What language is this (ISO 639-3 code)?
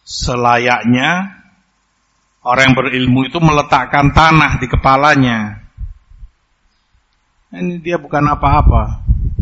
ind